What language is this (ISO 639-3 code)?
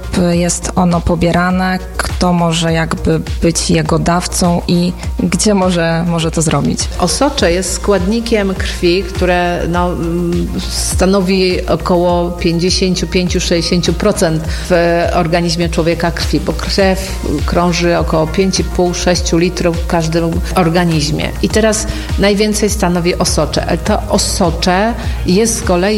pol